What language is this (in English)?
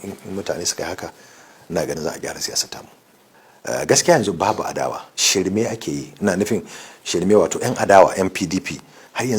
Hausa